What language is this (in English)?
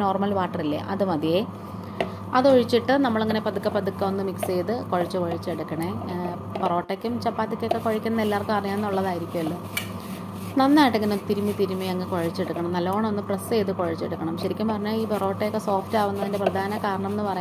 Malayalam